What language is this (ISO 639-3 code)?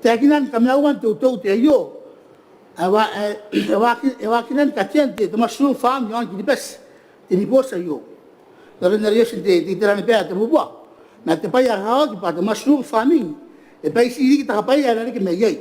gil